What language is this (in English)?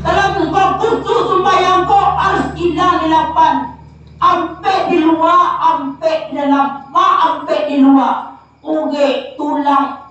Minangkabau